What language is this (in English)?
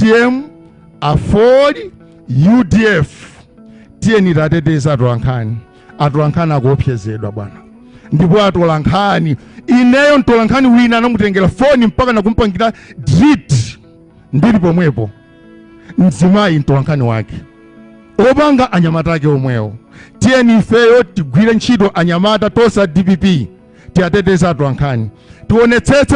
Nyanja